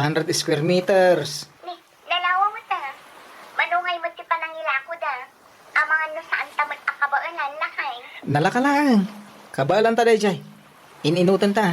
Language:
Iloko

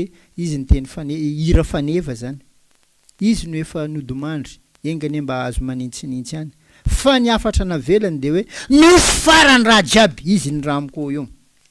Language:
Malagasy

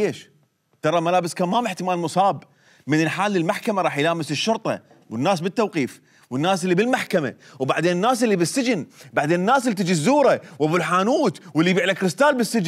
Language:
Mesopotamian Arabic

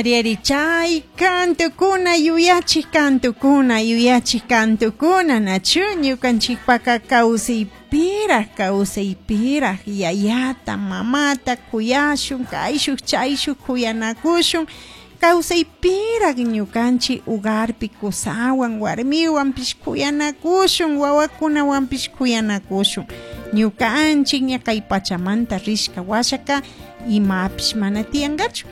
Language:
Chimborazo Highland Quichua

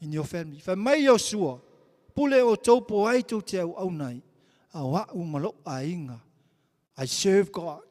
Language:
Samoan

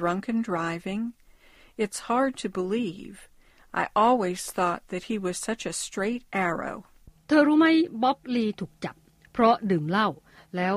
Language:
Thai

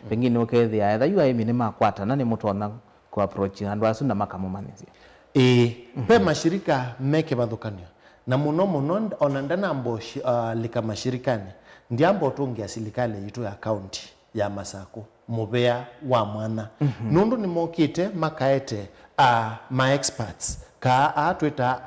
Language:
Kamba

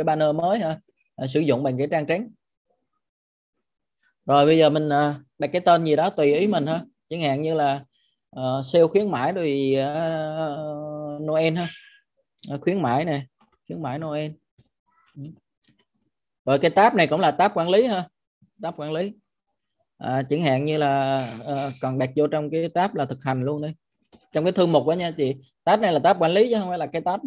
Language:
Vietnamese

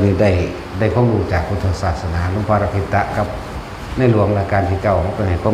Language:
Northeastern Thai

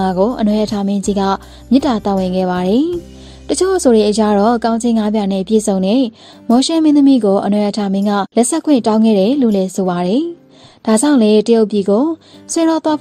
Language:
Burmese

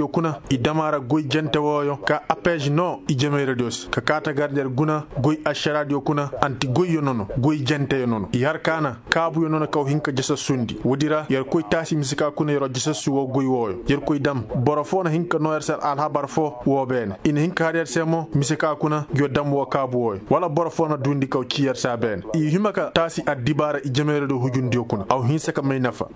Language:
Koyraboro Senni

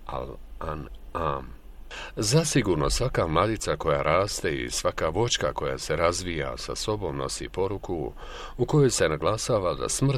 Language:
Bosnian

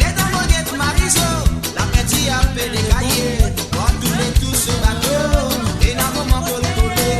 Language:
Morisyen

